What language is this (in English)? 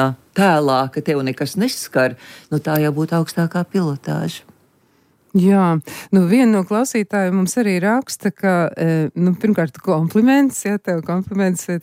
Latvian